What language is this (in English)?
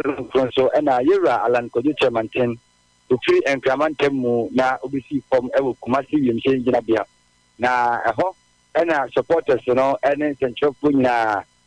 Akan